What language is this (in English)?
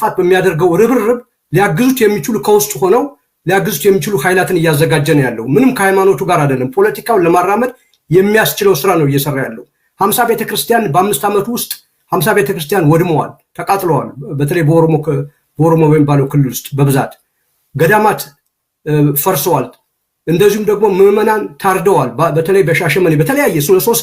Amharic